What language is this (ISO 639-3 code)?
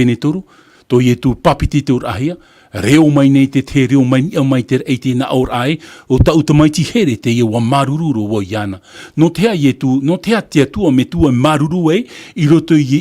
tah